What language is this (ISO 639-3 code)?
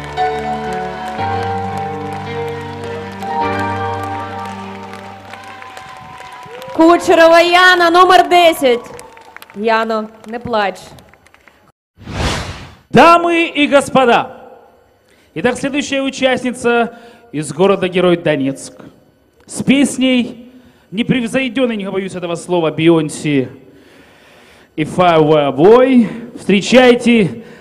rus